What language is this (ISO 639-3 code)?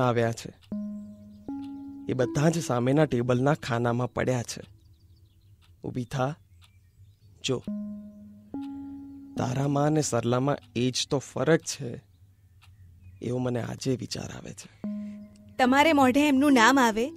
guj